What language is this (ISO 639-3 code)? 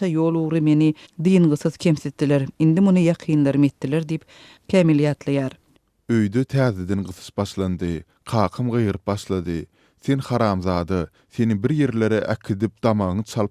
tuk